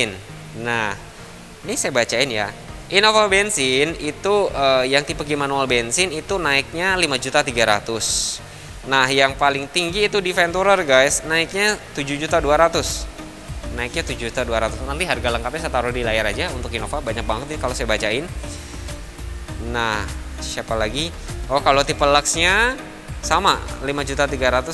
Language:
Indonesian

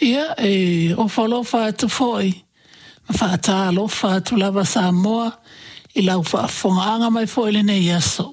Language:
Samoan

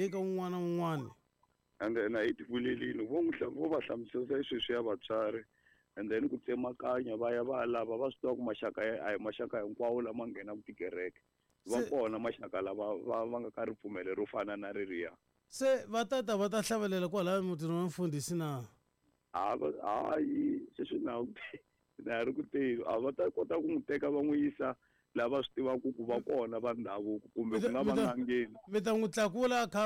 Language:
Tsonga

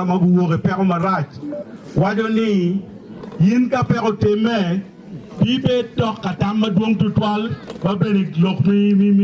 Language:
Acoli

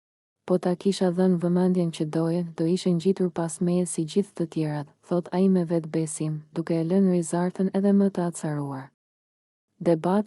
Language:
Albanian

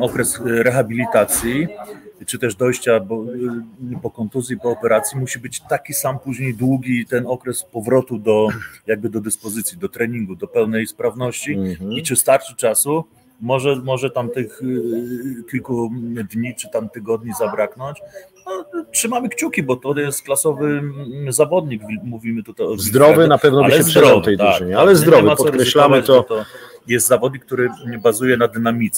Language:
Polish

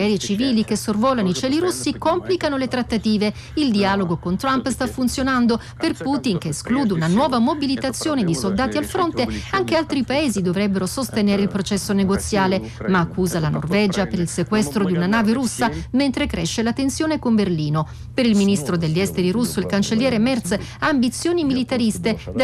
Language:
Italian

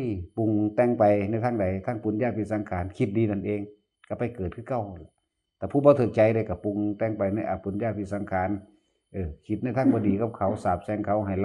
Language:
Northeastern Thai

